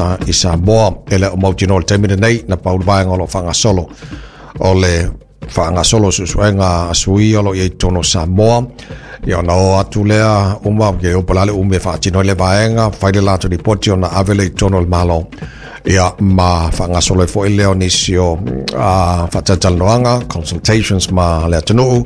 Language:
Samoan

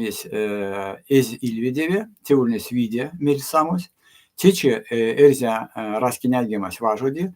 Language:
Erzya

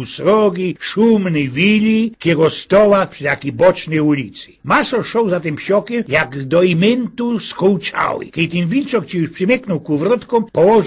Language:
Silesian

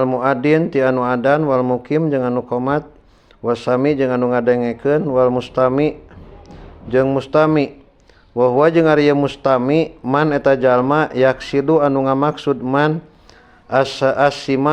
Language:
Sundanese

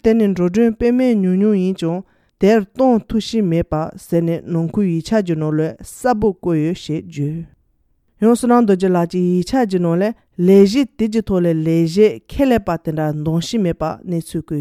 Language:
Tibetan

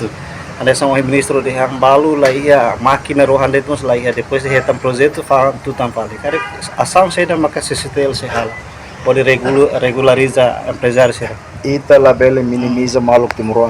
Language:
Tetum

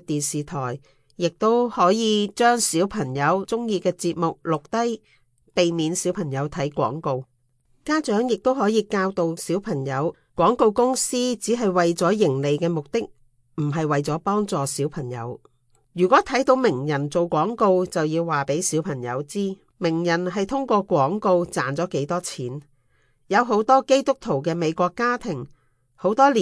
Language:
Cantonese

